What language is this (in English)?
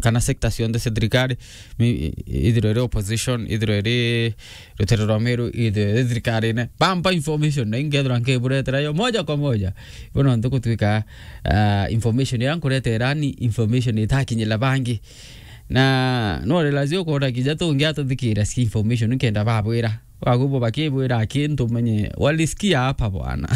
Meru